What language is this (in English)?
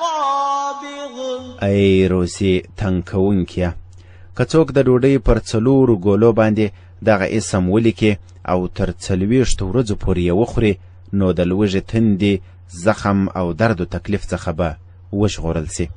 Pashto